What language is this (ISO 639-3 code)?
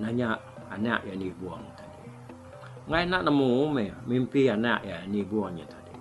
iba